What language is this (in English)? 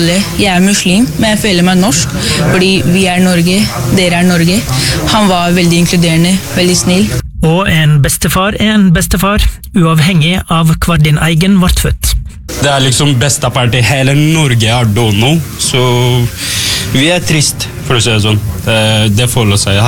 Norwegian